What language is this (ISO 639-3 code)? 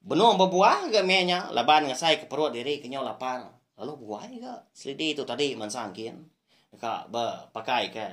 iba